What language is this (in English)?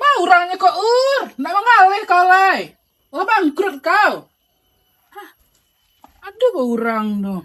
Minangkabau